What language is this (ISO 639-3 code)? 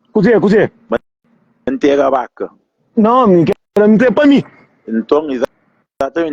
kea